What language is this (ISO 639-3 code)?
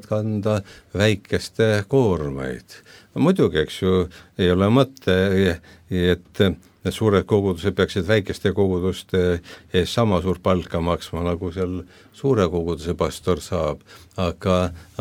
est